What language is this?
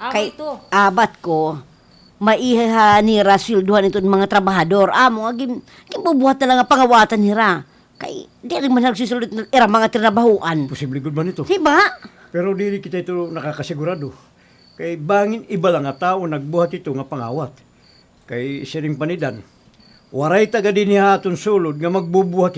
Waray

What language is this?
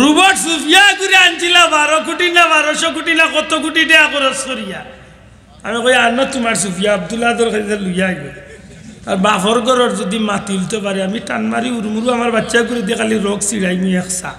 Sylheti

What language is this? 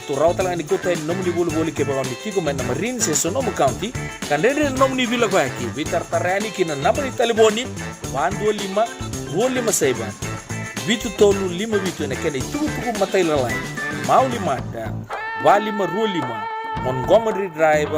Fijian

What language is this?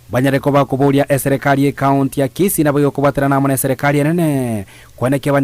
Gusii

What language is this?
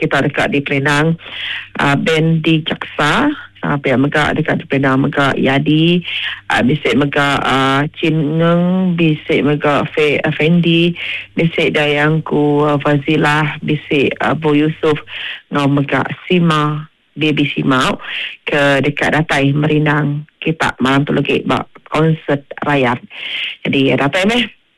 Iban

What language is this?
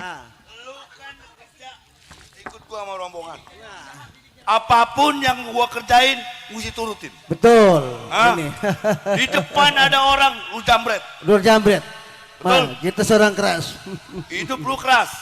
Betawi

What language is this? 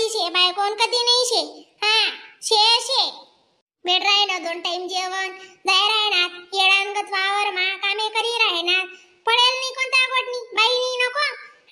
Khandesi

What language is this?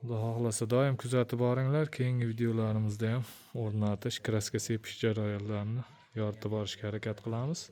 Uzbek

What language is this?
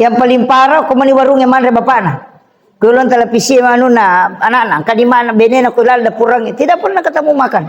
Buginese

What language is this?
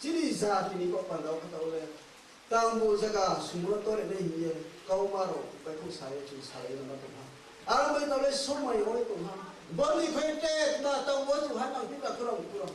Riang (India)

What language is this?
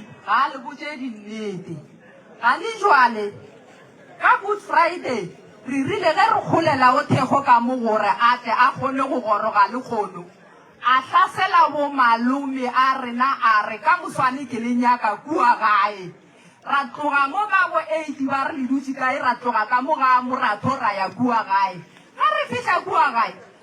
Northern Sotho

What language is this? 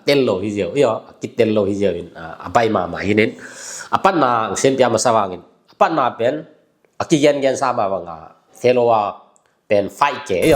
Tedim Chin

